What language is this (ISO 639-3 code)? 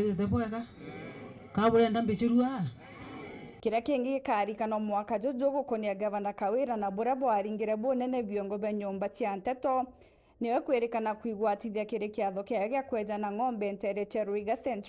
mer